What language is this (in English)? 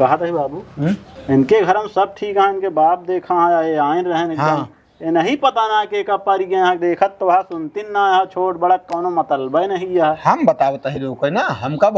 Awadhi